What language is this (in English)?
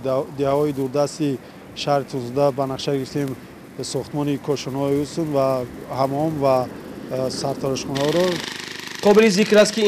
Tajik